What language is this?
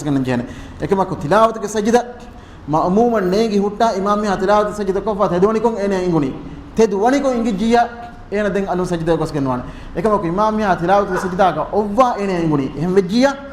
Divehi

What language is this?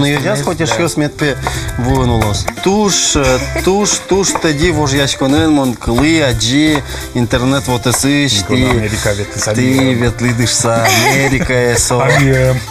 Udmurt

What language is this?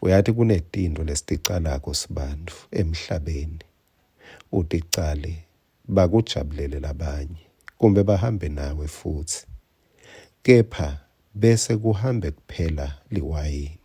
Swati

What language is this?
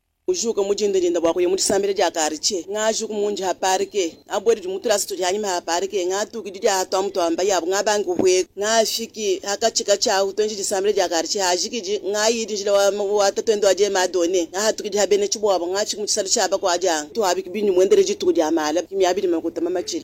Luba-Lulua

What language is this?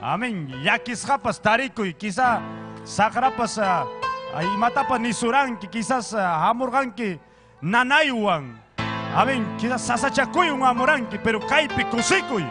Ayacucho Quechua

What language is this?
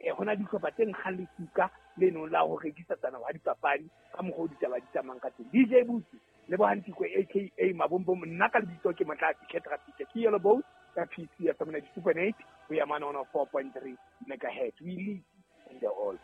Southern Sotho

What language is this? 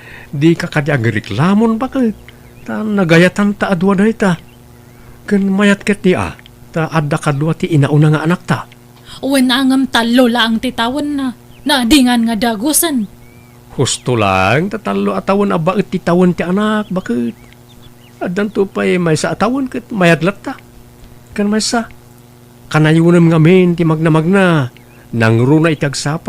Iloko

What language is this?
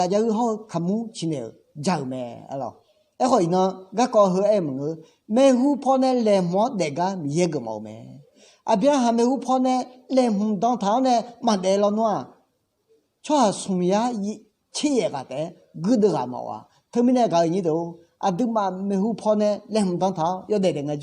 Akha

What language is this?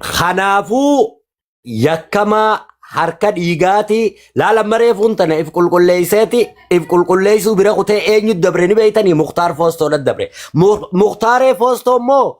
Oromo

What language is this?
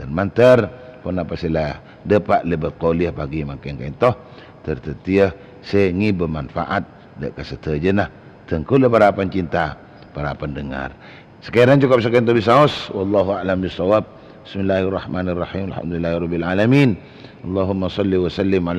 Madurese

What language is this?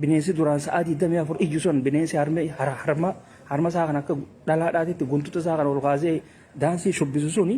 Oromo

